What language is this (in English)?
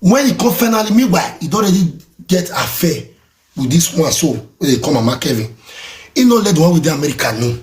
Nigerian Pidgin